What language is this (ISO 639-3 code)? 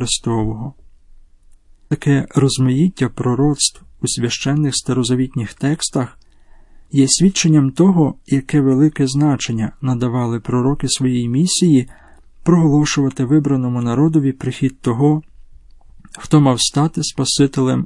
ukr